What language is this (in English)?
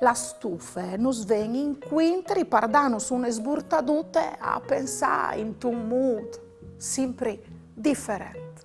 Friulian